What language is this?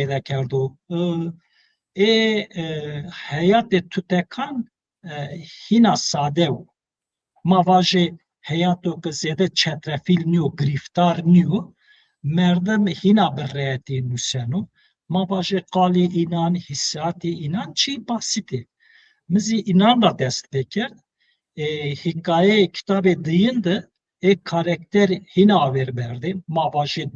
Zaza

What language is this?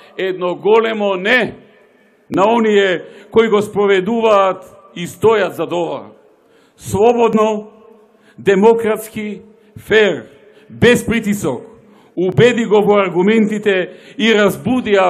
Macedonian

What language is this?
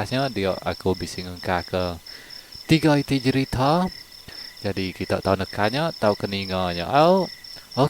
Iban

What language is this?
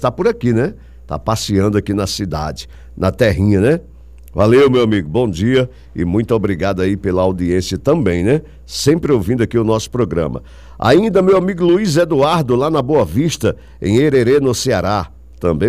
Portuguese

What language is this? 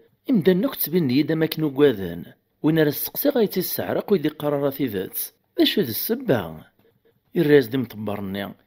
Kabyle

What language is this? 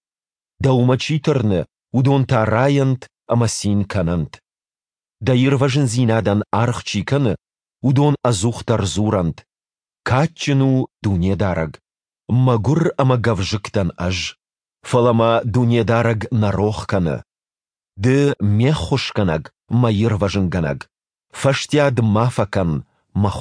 Ossetic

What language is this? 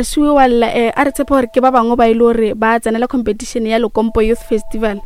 Northern Sotho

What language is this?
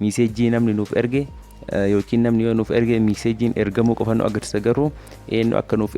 Oromo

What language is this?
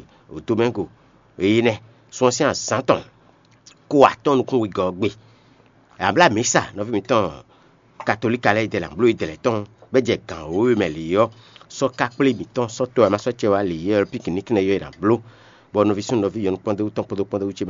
Fon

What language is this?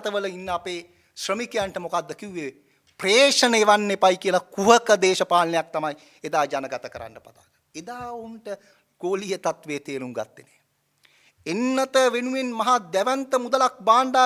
Sinhala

